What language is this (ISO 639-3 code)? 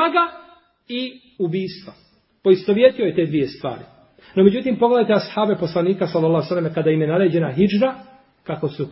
bos